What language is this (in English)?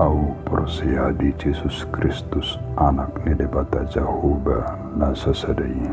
Batak Toba